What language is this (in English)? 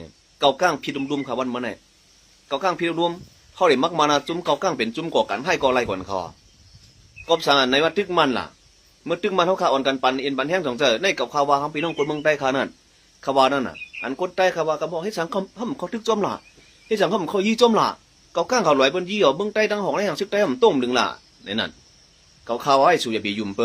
Shan